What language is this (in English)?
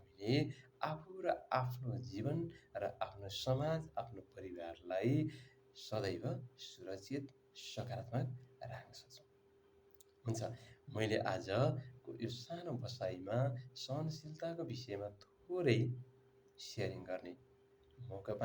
Nepali